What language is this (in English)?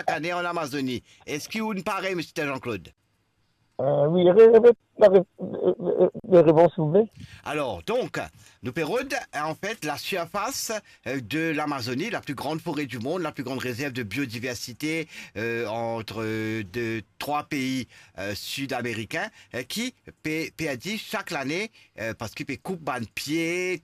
Morisyen